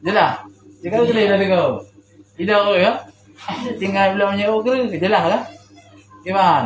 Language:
Achinese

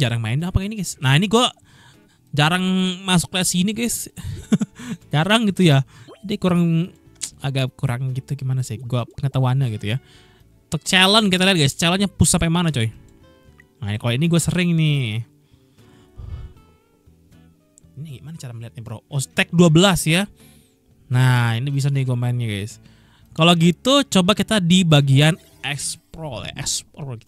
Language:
Indonesian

